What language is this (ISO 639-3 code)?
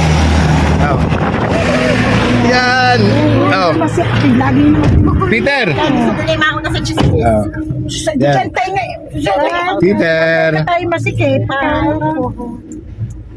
fil